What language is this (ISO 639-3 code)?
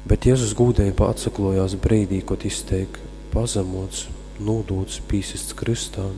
ltg